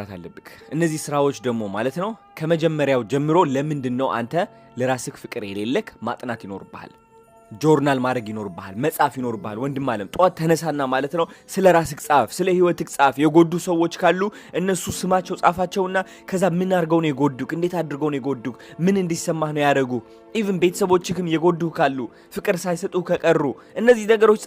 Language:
Amharic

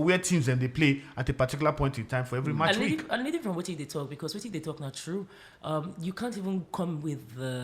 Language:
Nigerian Pidgin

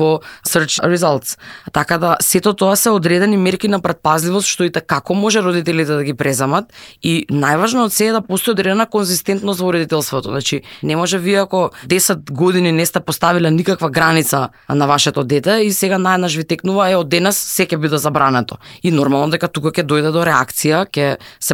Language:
Macedonian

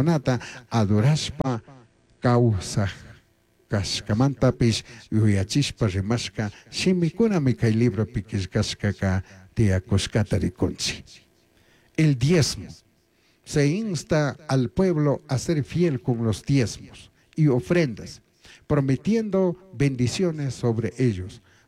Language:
Chimborazo Highland Quichua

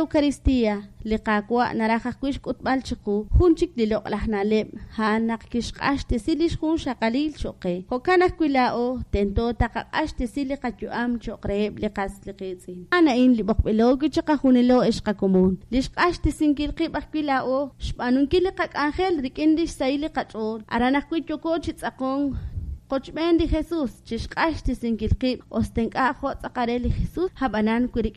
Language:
Kekchí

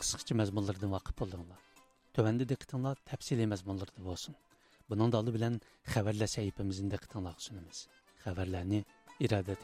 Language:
Uyghur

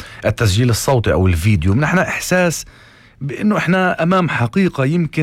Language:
North Levantine Arabic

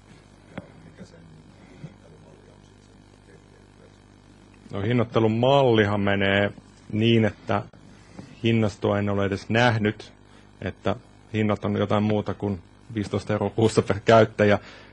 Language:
Finnish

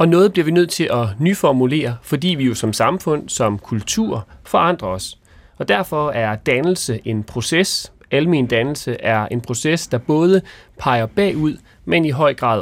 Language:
Danish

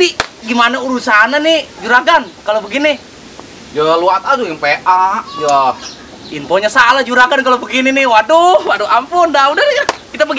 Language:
Betawi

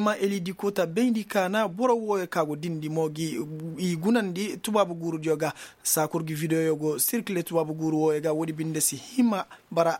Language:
Koyraboro Senni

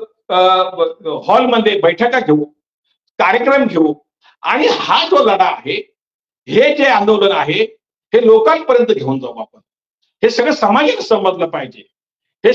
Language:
Marathi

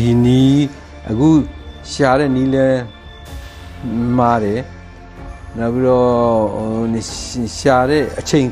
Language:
Burmese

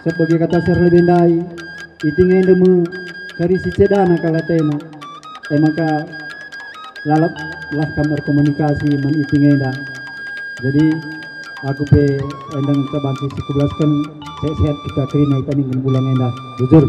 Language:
Batak Karo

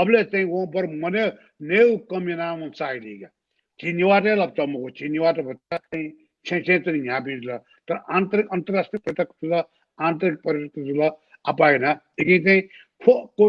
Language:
Newari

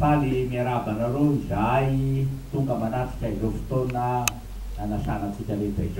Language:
Malagasy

